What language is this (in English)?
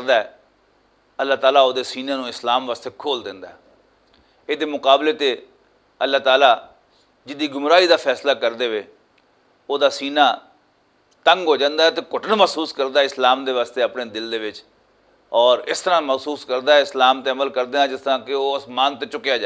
Western Panjabi